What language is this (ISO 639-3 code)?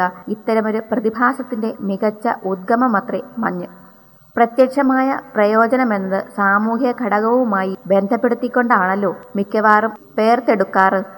mal